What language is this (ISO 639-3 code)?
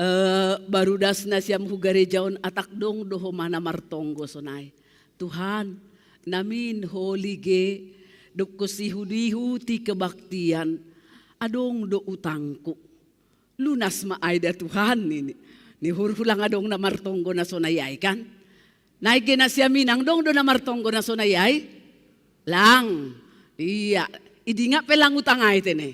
bts